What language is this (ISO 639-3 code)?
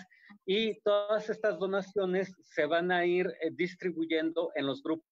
spa